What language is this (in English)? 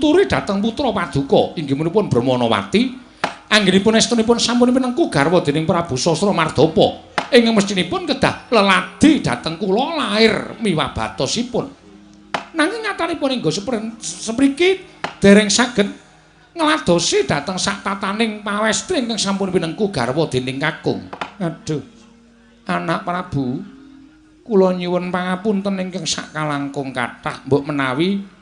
Javanese